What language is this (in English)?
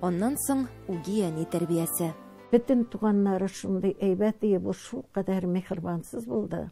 Tatar